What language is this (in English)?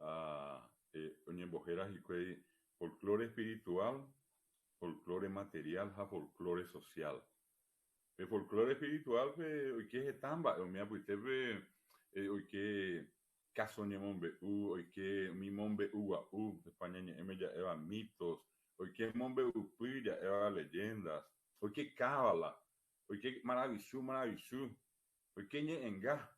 Guarani